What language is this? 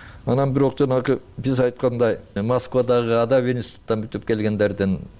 Kyrgyz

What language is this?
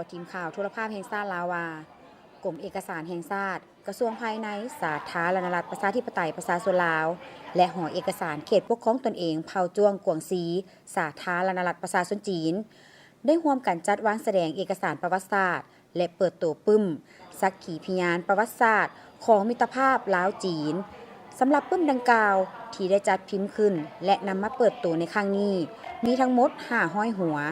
Lao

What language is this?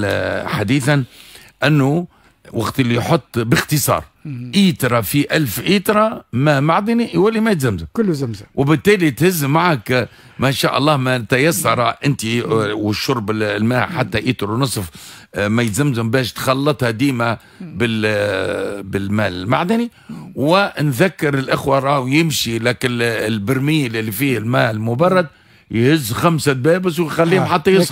Tunisian Arabic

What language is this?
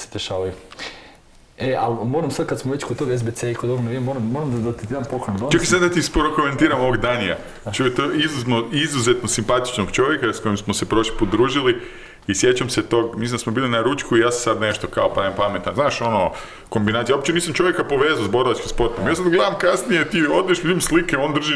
Croatian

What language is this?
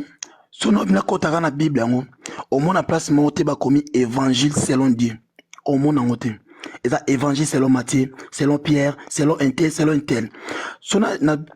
Lingala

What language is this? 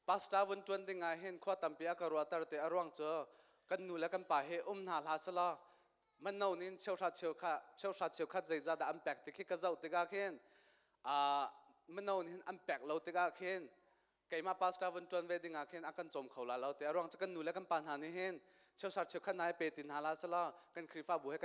Hakha Chin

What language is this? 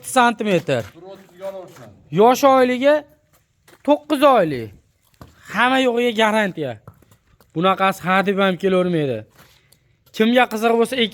Uzbek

